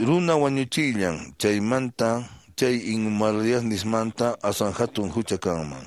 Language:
Quechua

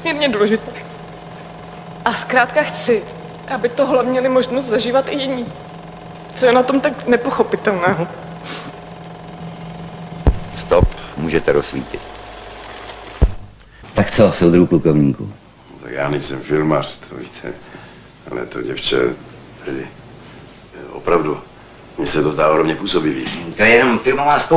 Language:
Czech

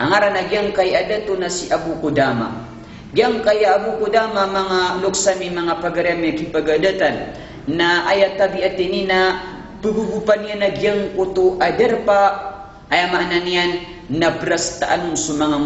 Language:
Maranao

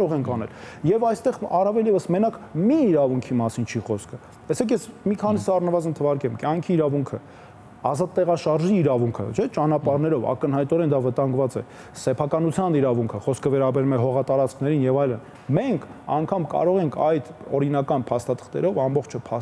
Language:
Armenian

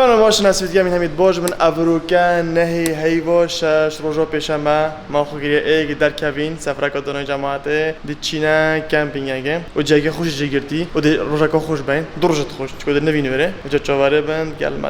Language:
Kurdish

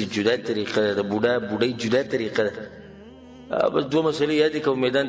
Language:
Pashto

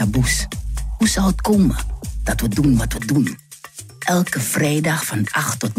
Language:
Dutch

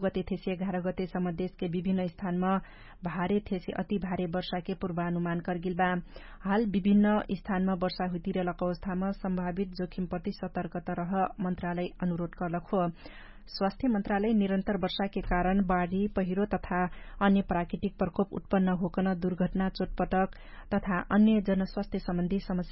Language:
Dangaura Tharu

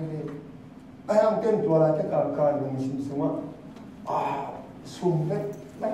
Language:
Tedim Chin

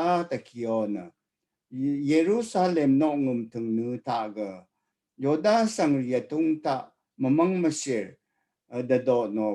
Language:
Rawang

